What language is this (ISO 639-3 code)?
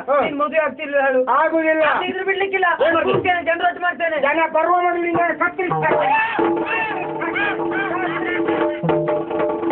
kan